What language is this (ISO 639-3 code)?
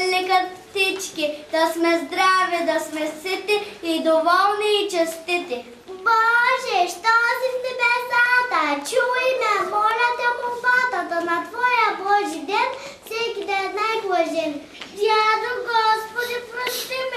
bul